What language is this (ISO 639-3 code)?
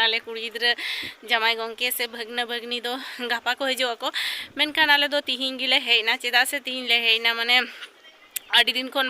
sat